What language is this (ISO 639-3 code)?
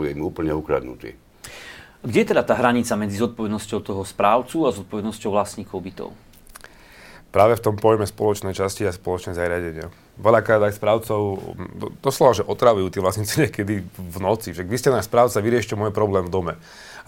slk